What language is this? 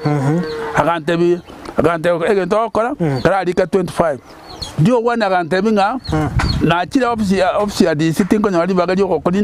Gusii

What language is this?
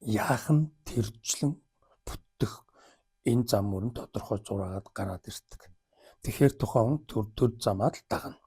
Mongolian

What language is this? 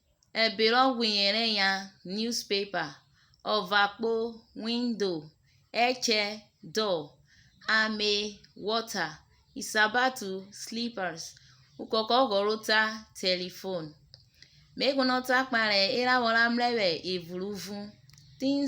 Urhobo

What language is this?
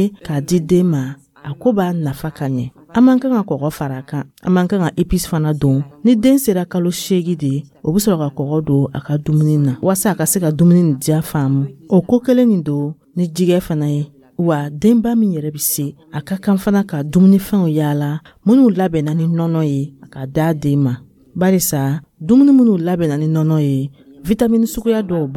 Dyula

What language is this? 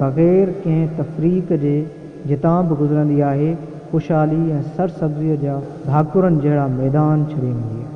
Sindhi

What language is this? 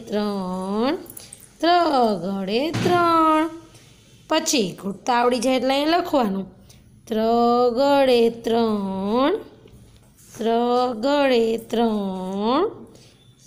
Gujarati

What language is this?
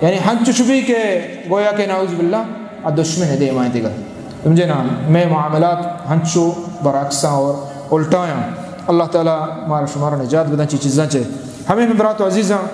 Eastern Balochi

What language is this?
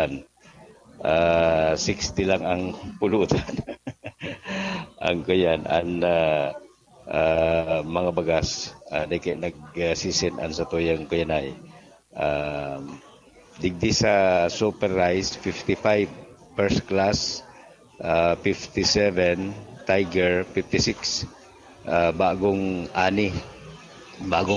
Bikol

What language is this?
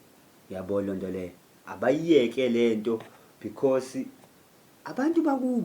Zulu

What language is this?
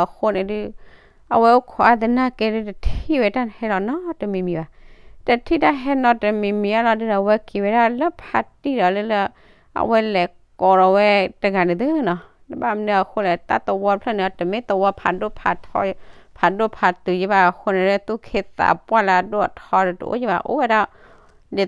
S'gaw Karen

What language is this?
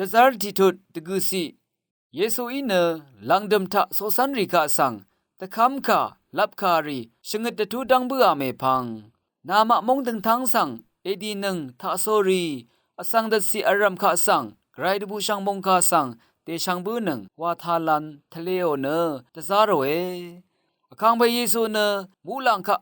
Rawang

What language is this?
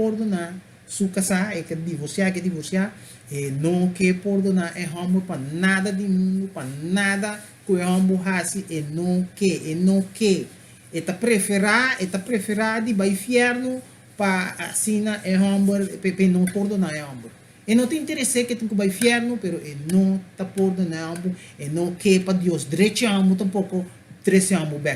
Papiamento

